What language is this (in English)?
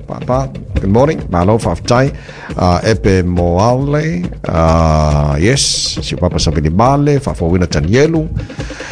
Samoan